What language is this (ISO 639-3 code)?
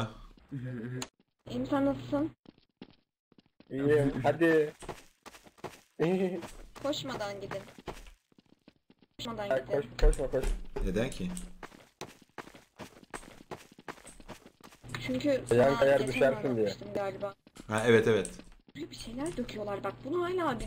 tur